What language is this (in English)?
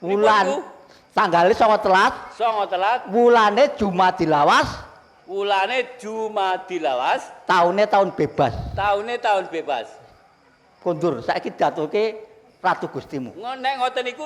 Javanese